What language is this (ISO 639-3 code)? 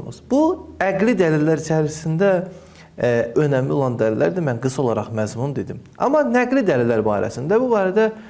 aze